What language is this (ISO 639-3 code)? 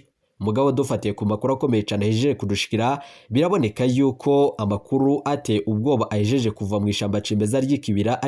run